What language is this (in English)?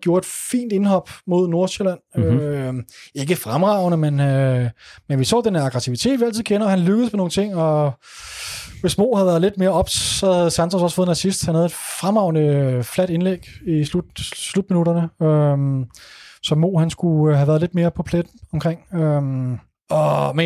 Danish